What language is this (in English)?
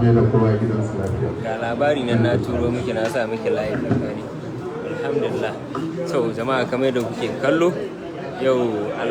Hausa